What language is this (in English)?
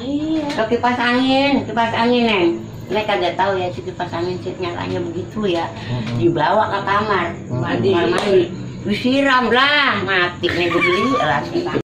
Betawi